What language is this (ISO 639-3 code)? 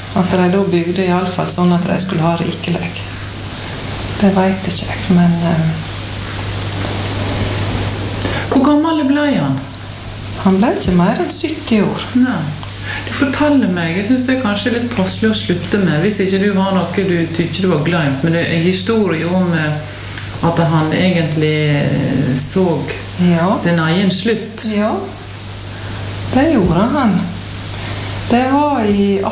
nor